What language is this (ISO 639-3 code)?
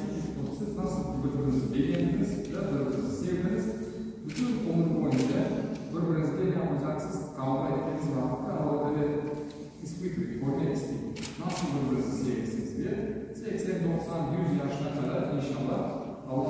crh